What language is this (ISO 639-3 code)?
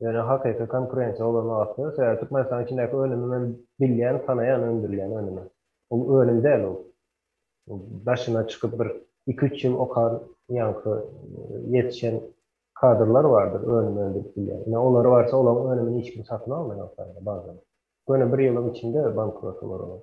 tuk